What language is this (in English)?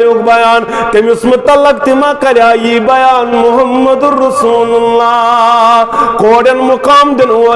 Kashmiri